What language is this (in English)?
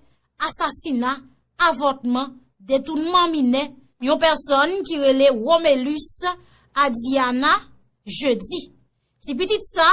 Haitian Creole